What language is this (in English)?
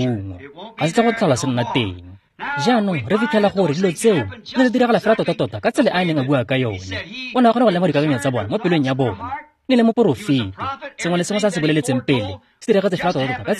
Tswana